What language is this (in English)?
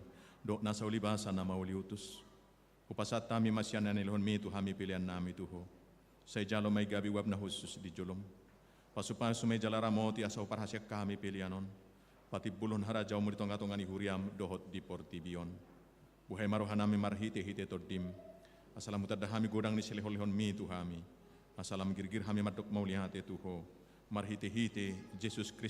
Batak Toba